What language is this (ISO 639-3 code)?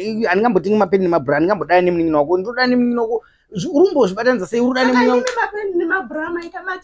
sna